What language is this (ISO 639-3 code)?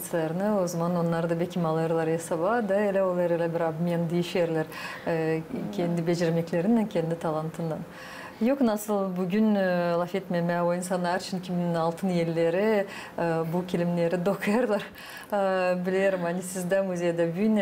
gag